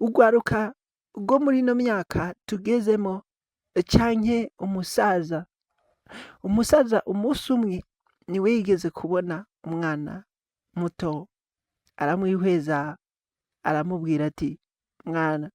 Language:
Rundi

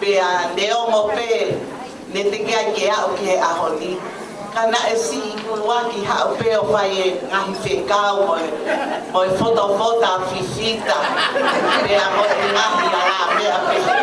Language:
Tongan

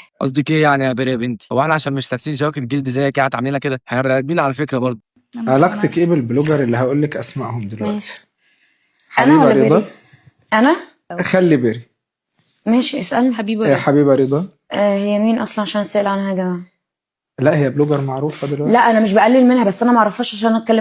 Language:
Egyptian Arabic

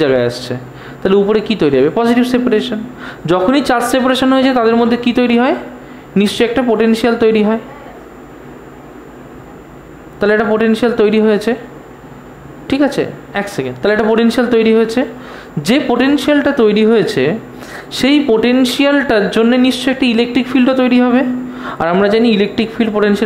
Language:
Bangla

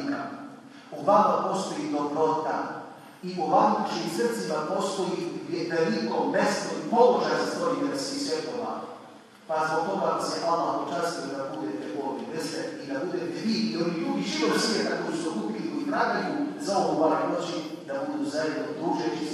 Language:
Bosnian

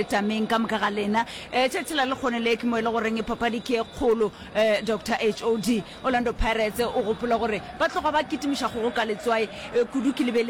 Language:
Northern Sotho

